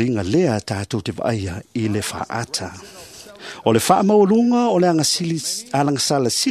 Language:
Samoan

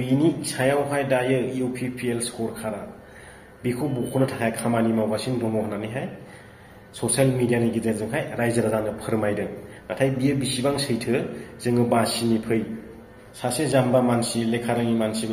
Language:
Bodo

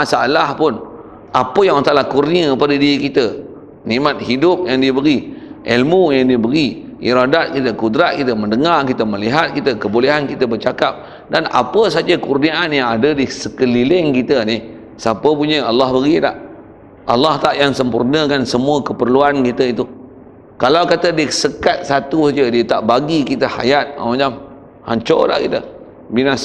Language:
Malay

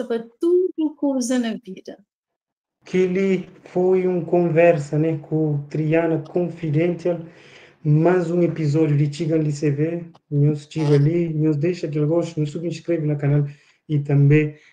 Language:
Kabuverdianu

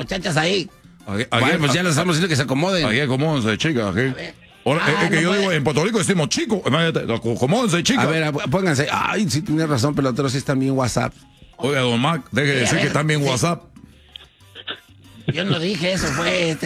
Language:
Spanish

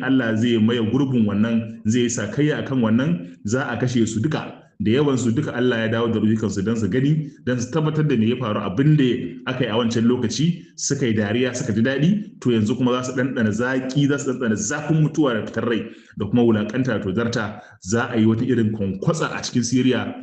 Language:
Hausa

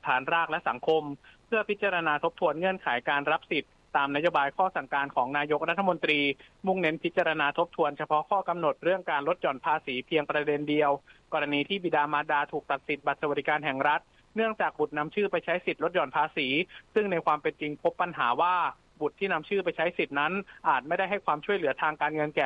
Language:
Thai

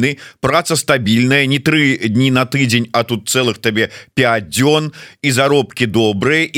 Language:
Belarusian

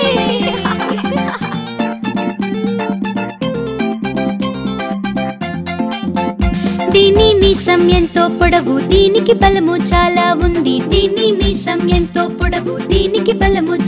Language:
Telugu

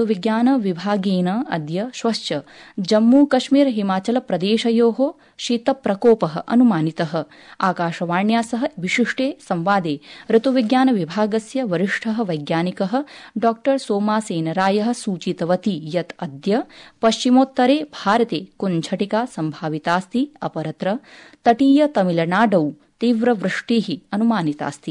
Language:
Sanskrit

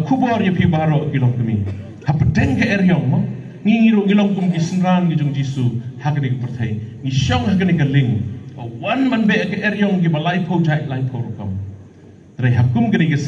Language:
Khasi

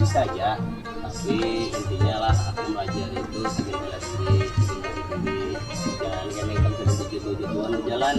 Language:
Banjar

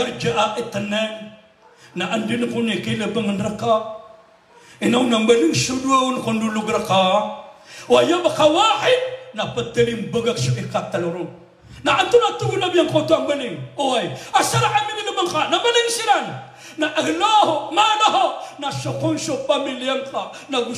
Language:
Maranao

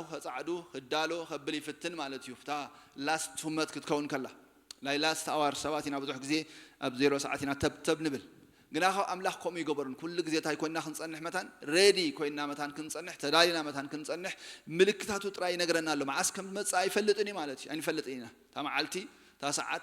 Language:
Tigrinya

